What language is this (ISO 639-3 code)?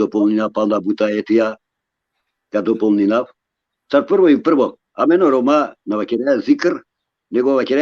rmn